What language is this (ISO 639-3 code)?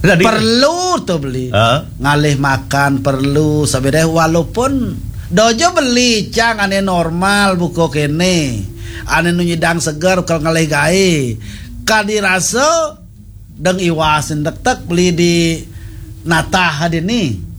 ban